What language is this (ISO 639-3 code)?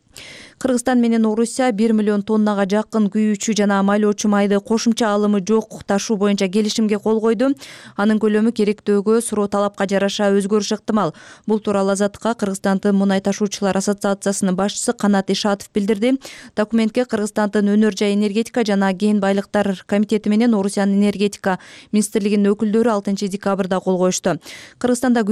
kir